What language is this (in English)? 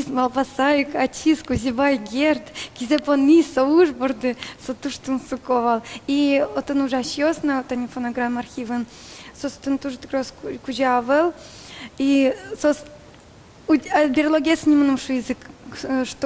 Udmurt